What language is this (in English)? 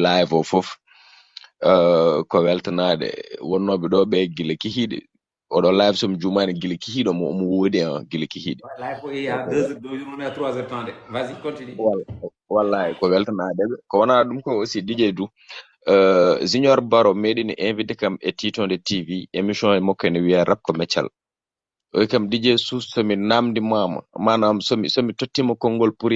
Fula